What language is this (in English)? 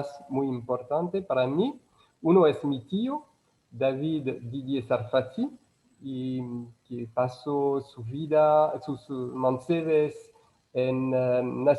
Ladino